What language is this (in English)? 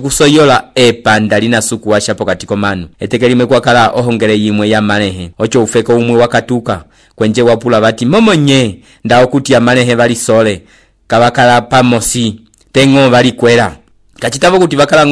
Umbundu